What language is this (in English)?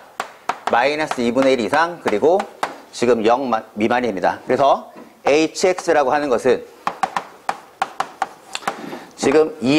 Korean